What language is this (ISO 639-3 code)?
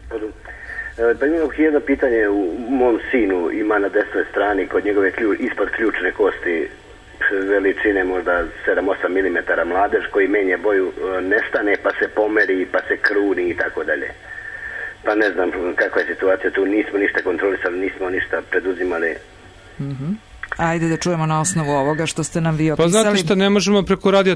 srp